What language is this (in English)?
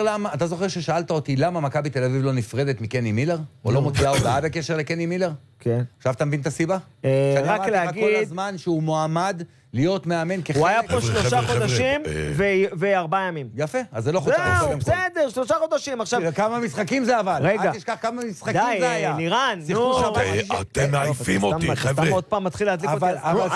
Hebrew